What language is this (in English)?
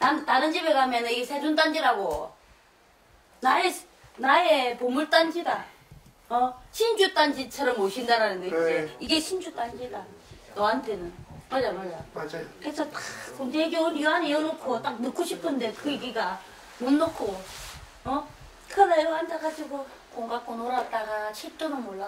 Korean